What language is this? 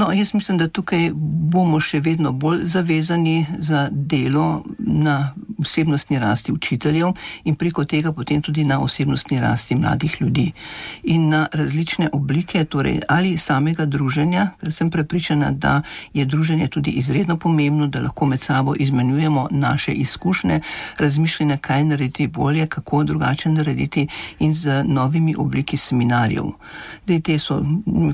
Slovenian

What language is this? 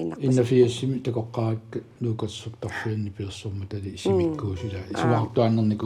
Kalaallisut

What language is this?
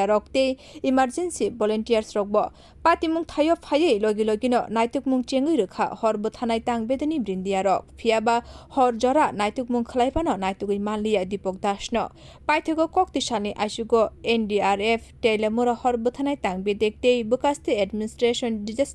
Kok Borok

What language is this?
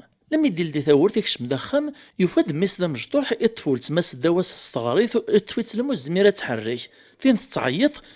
Kabyle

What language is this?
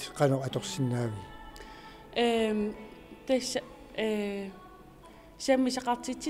Kalaallisut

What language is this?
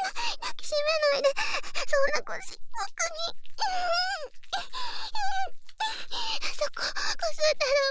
Japanese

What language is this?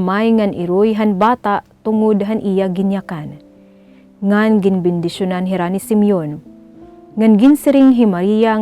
Waray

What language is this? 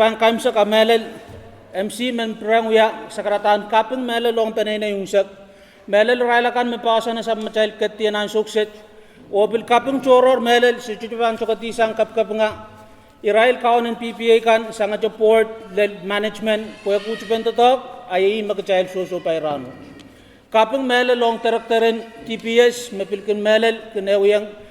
Pohnpeian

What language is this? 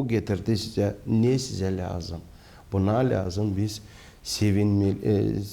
Gagauz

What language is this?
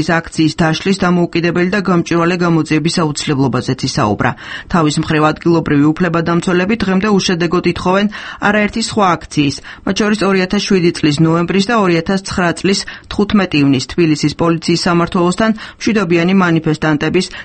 Georgian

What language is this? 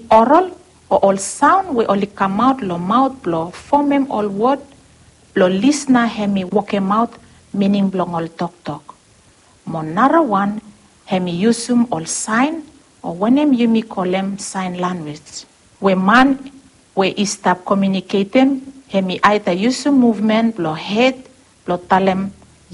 Bislama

